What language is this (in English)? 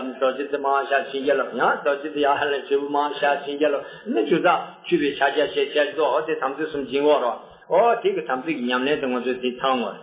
Tibetan